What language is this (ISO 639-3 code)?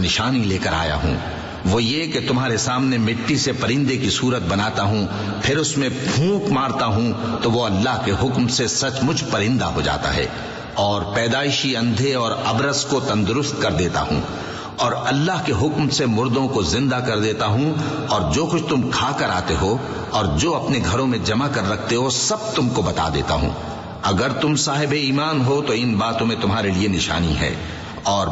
urd